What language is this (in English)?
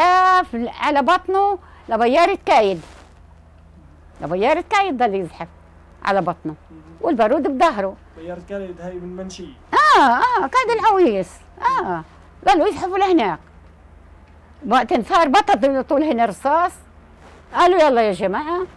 South Levantine Arabic